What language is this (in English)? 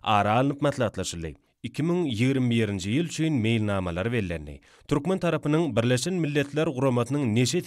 Turkmen